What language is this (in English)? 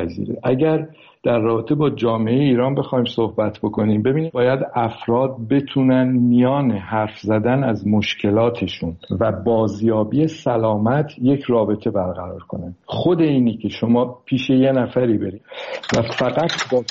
Persian